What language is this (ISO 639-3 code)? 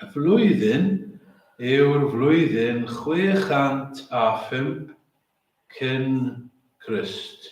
cym